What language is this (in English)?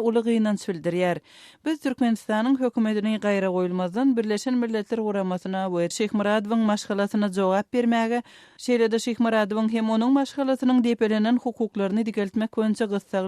Turkmen